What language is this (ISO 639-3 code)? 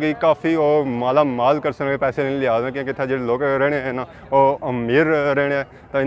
phr